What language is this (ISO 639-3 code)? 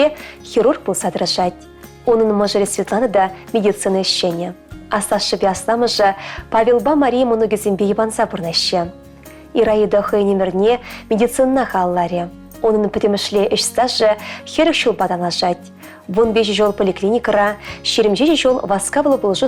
chv